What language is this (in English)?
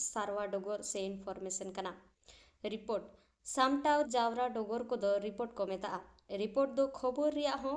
Santali